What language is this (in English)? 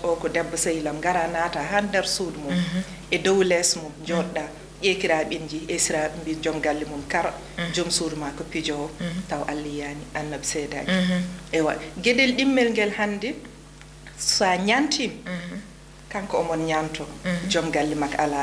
Fula